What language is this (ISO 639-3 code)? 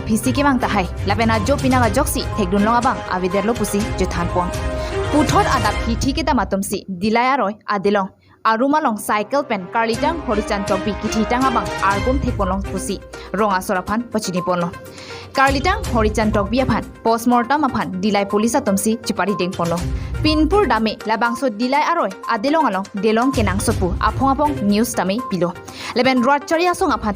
mjw